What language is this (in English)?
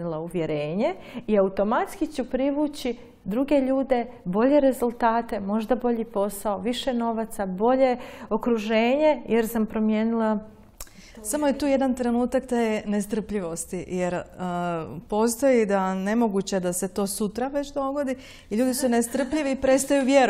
Croatian